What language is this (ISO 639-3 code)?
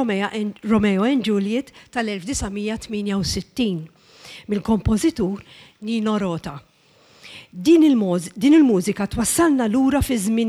mlt